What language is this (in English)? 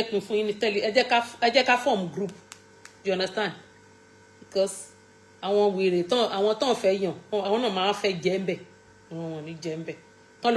Yoruba